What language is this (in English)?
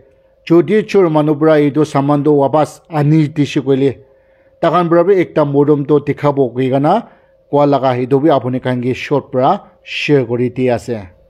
Naga Pidgin